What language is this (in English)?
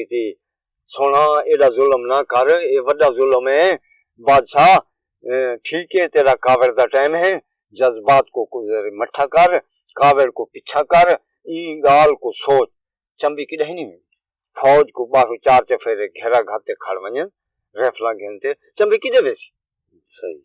Saraiki